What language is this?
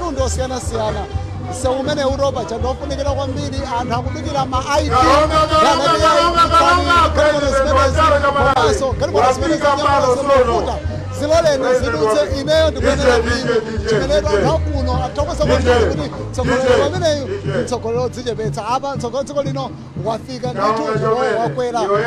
Nyanja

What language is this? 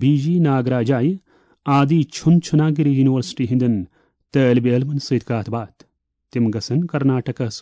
Kashmiri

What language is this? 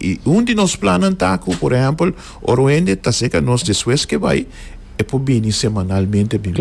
Papiamento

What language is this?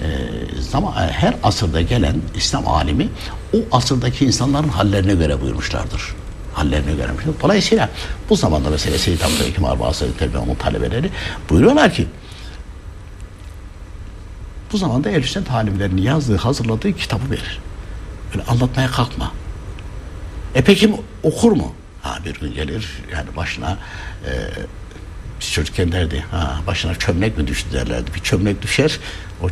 Turkish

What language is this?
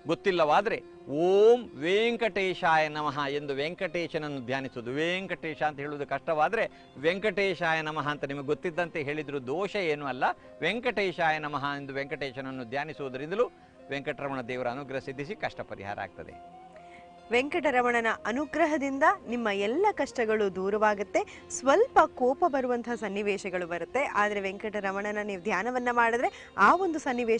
Kannada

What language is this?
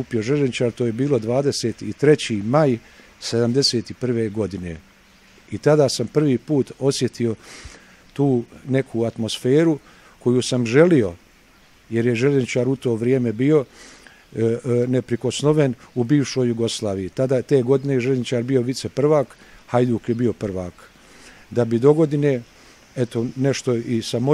Bosnian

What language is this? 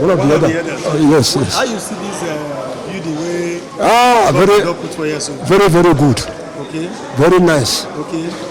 Nigerian Pidgin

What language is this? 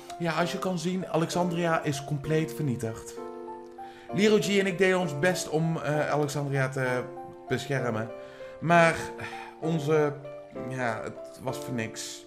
Dutch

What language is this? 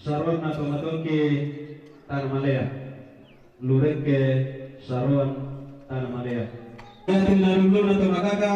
Toraja-Sa'dan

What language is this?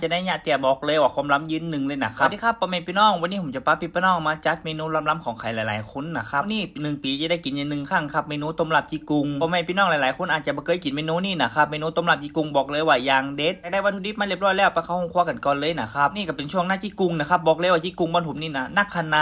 Northern Thai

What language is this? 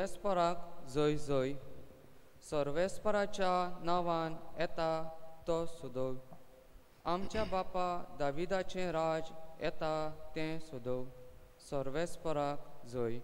Konkani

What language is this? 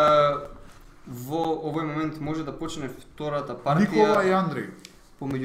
Macedonian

